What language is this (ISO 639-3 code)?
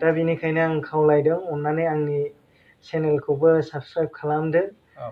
brx